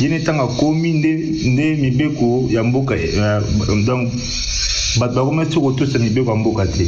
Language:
Lingala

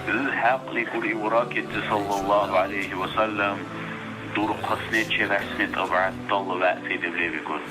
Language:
Dargwa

